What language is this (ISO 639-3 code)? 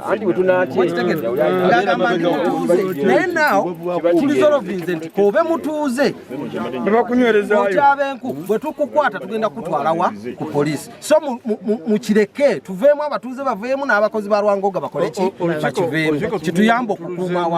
lug